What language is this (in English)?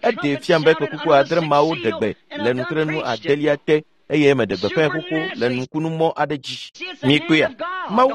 Ewe